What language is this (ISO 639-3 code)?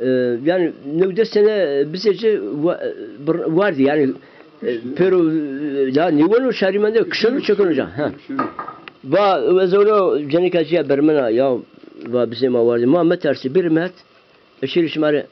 zza